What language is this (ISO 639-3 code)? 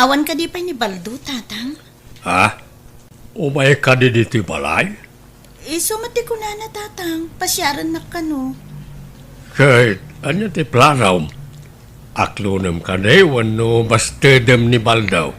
ilo